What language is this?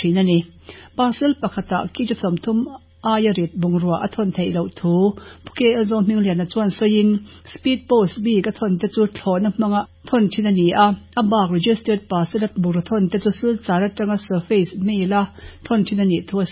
Mizo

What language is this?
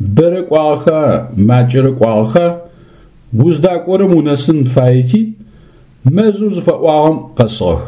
Adyghe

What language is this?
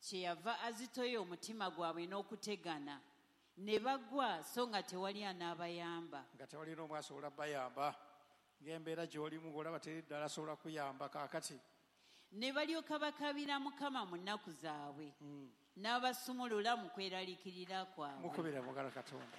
Ganda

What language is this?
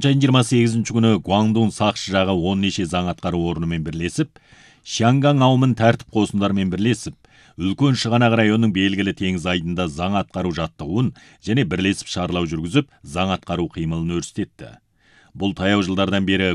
Kazakh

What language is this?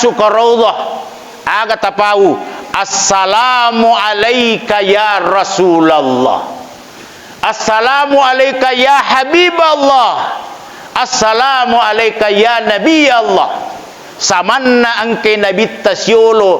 Buginese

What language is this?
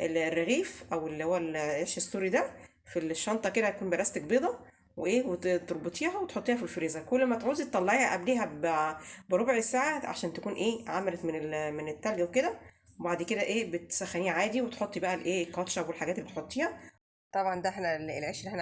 Egyptian Arabic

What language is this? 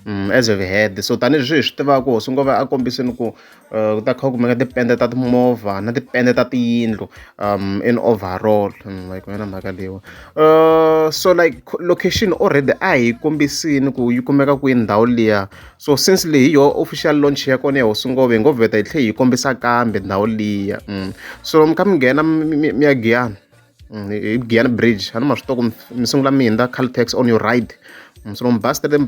Tsonga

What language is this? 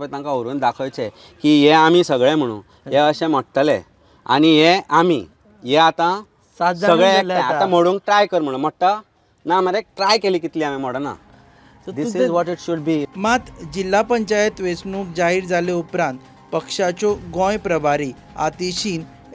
Konkani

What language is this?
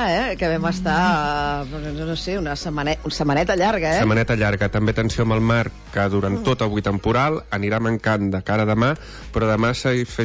Catalan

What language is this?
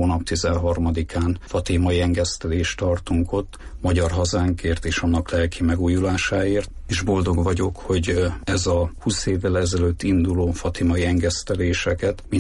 Hungarian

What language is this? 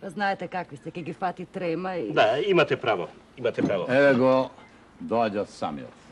Macedonian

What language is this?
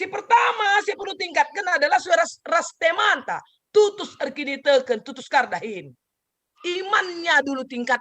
Batak Karo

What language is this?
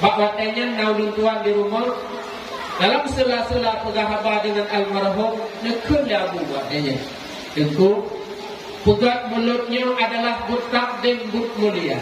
Achinese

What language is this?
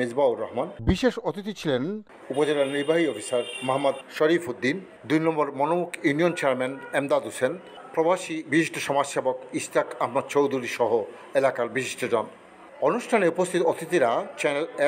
Bangla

